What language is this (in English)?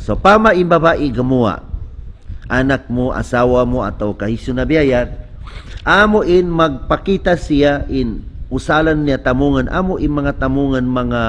Tausug